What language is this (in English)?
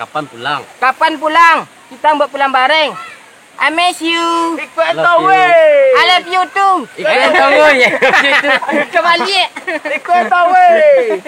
Minangkabau